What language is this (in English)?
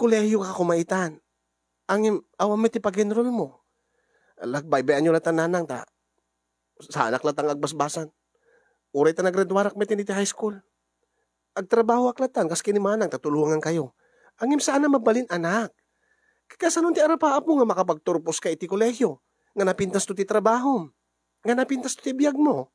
Iloko